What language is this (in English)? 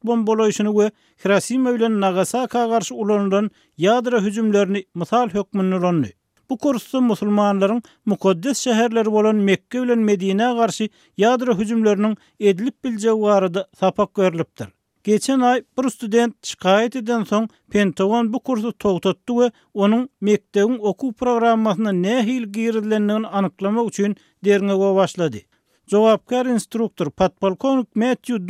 Turkmen